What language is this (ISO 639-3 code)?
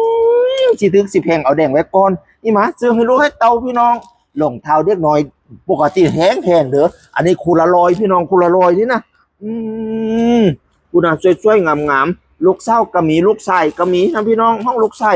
tts